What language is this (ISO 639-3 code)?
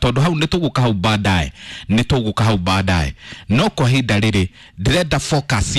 kik